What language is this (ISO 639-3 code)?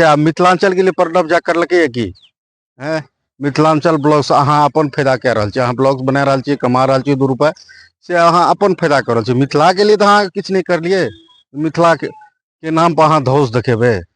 mai